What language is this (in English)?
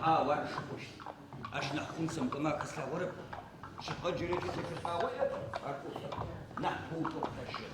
Adyghe